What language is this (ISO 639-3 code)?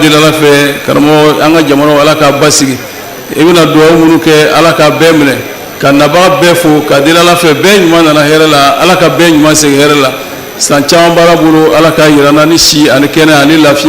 bam